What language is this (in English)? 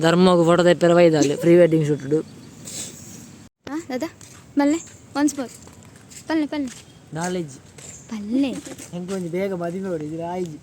Tulu